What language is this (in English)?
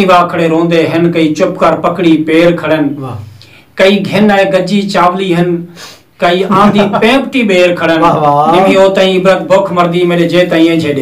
Saraiki